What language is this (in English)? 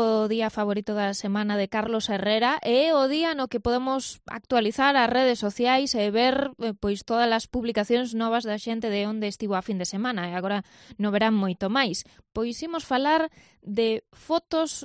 Galician